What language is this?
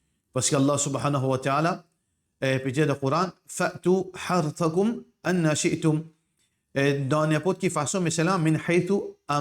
Morisyen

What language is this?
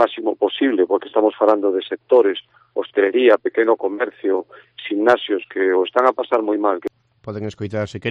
Galician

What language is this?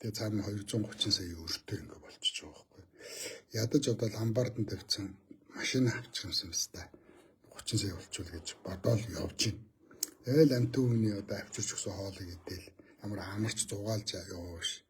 Mongolian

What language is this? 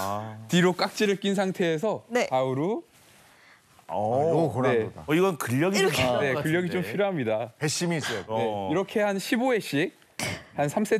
Korean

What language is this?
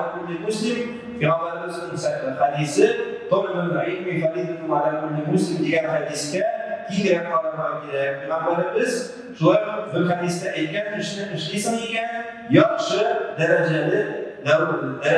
Tatar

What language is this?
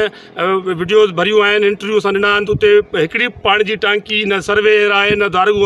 Sindhi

